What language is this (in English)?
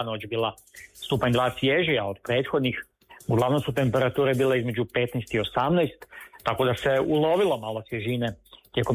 Croatian